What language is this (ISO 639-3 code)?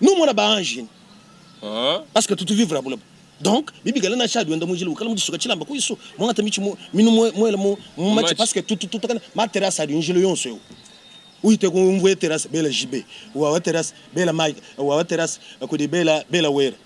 lua